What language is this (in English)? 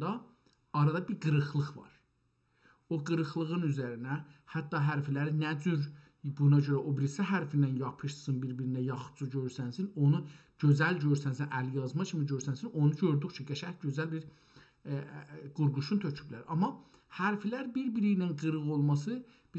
South Azerbaijani